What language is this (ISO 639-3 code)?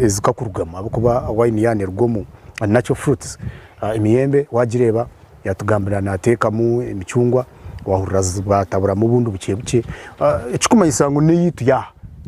nyn